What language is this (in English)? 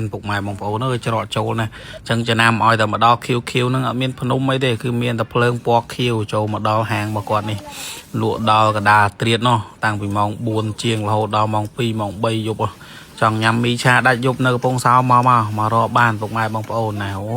Khmer